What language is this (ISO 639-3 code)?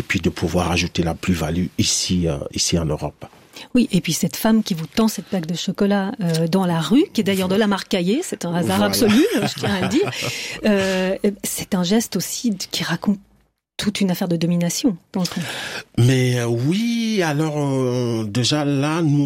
fra